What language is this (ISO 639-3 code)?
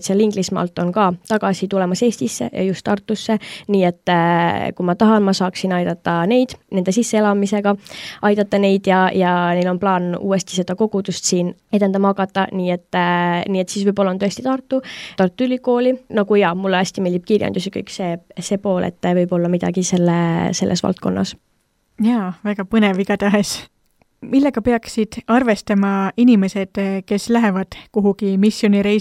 est